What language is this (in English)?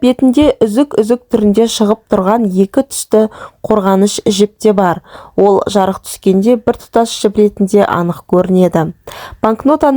Kazakh